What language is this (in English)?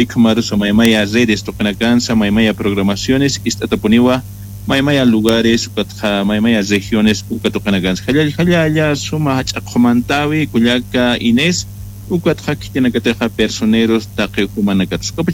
Aymara